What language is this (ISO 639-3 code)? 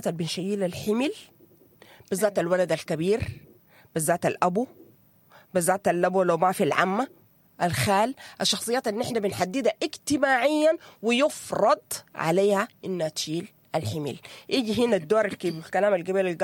apd